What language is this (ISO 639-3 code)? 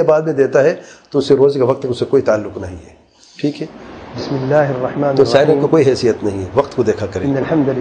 urd